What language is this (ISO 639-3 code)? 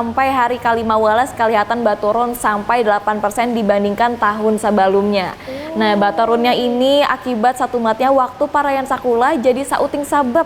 bjn